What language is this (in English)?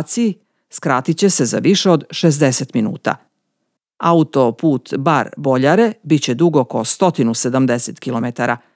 Serbian